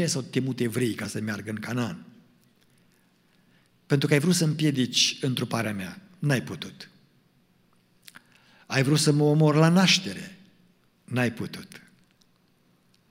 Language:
Romanian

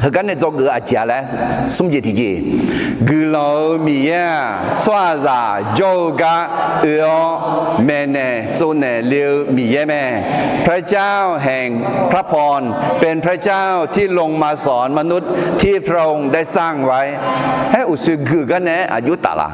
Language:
Akha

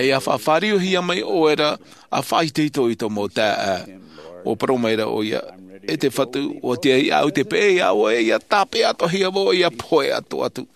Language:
Tahitian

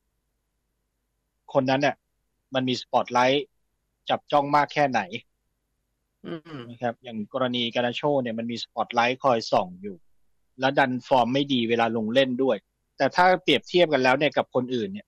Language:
Thai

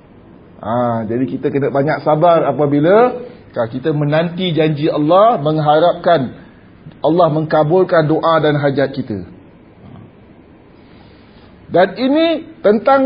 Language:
Malay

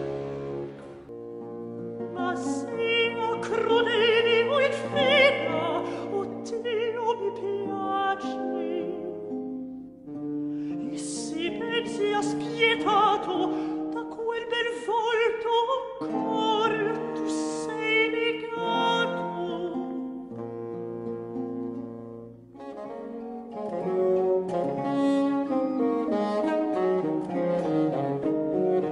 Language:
Italian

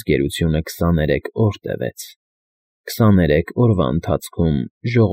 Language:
Armenian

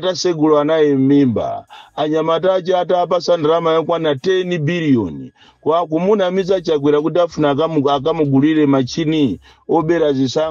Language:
Nyanja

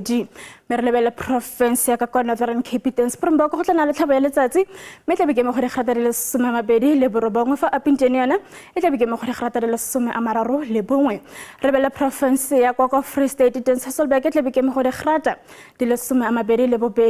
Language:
Tswana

